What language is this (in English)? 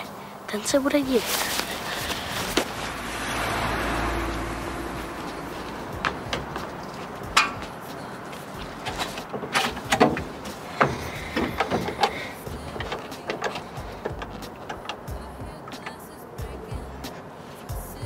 Czech